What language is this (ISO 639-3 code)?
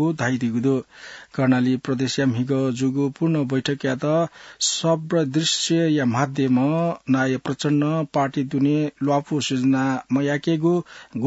new